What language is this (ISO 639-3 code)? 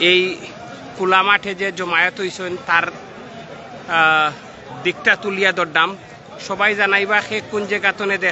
syl